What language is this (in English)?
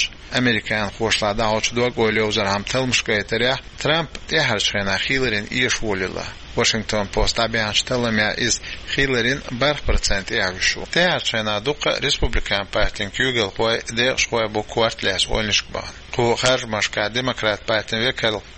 Chechen